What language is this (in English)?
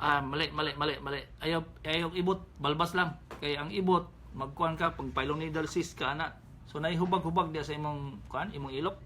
Cebuano